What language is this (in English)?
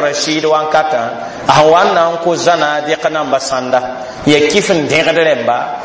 Mossi